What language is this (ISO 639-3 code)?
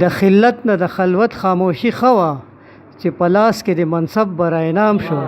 pus